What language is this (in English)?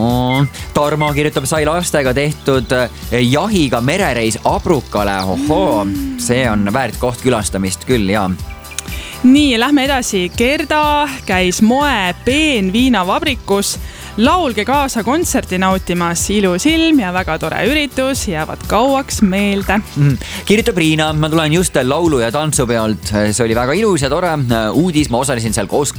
Estonian